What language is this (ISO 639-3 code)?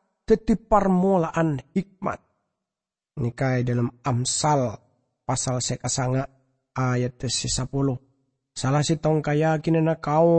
mad